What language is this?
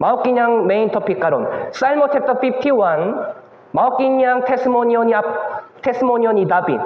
Cebuano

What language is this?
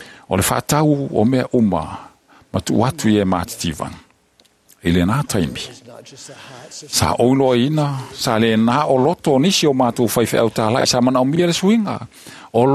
Samoan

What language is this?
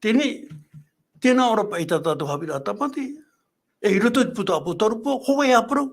Tahitian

